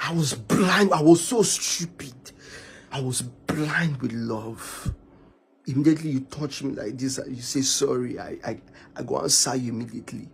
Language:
Nigerian Pidgin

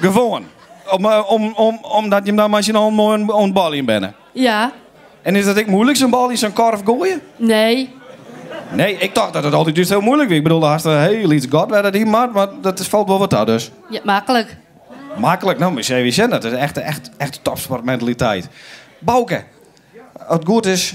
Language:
Western Frisian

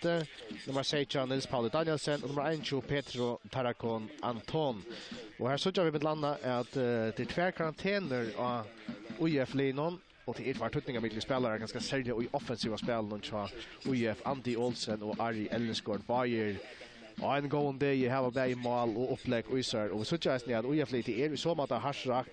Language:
Faroese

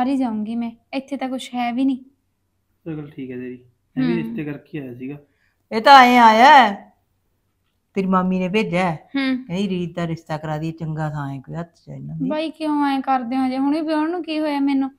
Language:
Punjabi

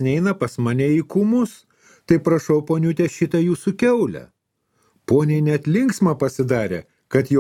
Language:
Lithuanian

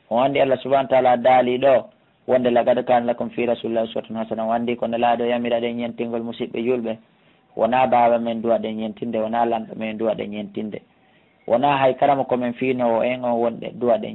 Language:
Pular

